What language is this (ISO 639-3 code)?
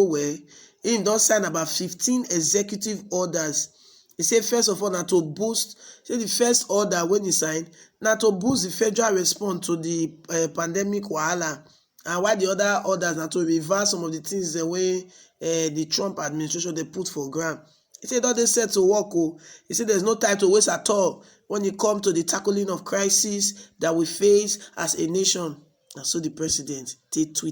pcm